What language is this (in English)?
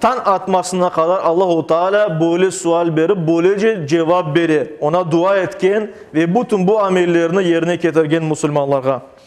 Crimean Tatar